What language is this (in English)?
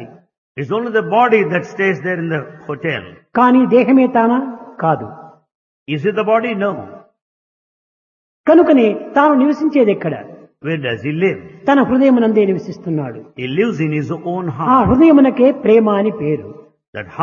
Telugu